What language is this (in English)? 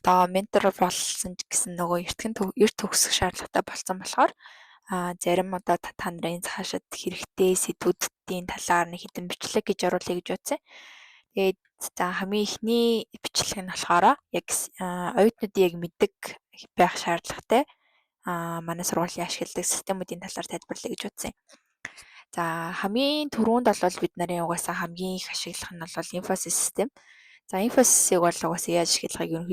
Mongolian